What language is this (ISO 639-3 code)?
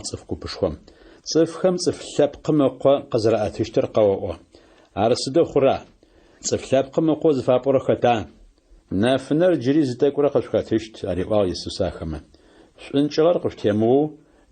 ady